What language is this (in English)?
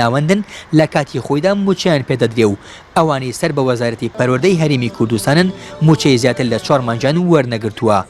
Central Kurdish